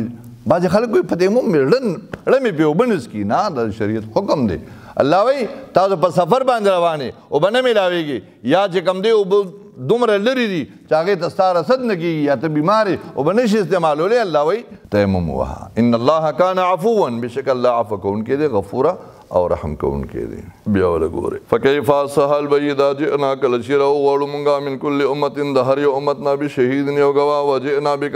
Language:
Pashto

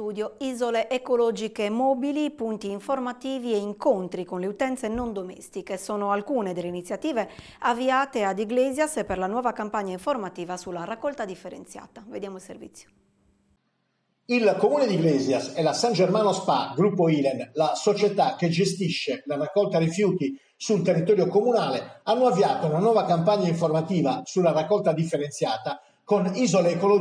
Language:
Italian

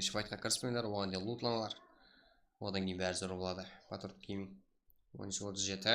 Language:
Kara-Kalpak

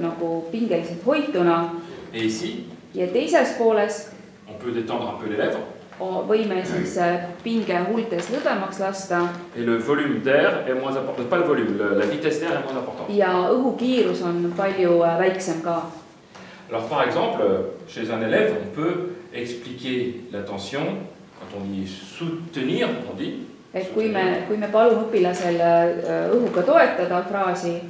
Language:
Estonian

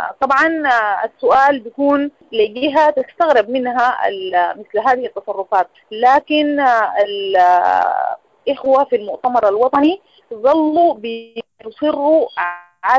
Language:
Sudanese Arabic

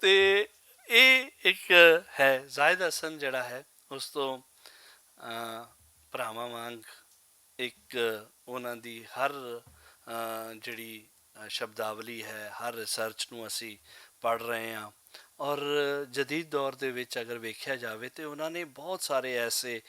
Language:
Western Panjabi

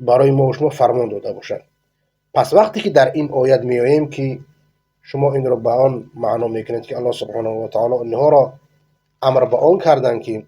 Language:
Persian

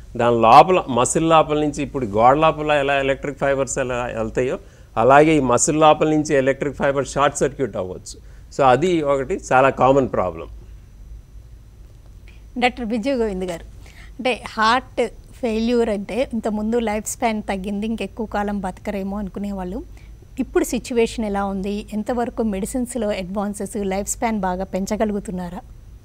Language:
Telugu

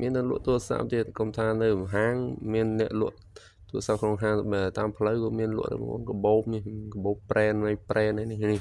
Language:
Khmer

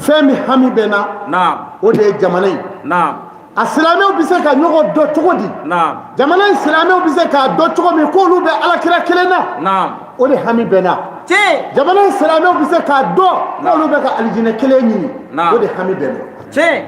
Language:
Bambara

